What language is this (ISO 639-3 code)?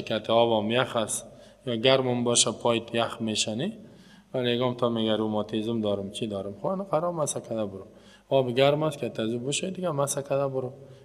fas